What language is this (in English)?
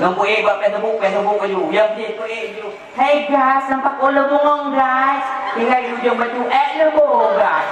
Achinese